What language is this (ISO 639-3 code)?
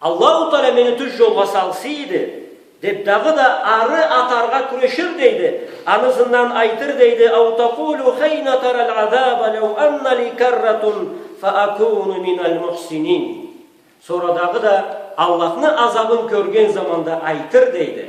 krc